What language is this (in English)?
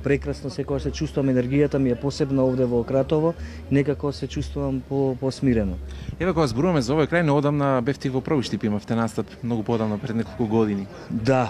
Macedonian